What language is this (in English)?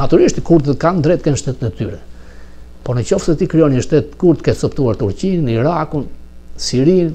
Albanian